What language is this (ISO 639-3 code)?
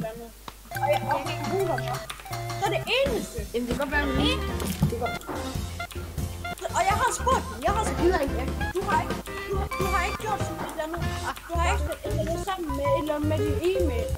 dan